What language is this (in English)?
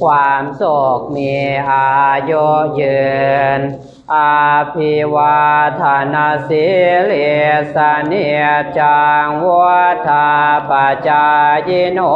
Pali